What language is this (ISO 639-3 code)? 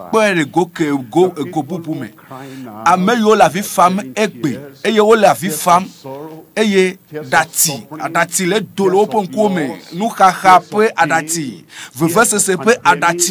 ewe